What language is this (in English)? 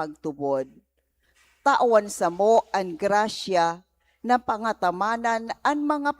Bikol